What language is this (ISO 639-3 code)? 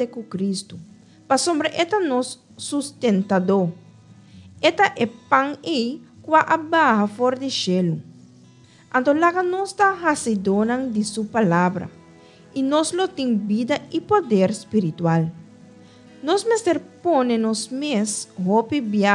pap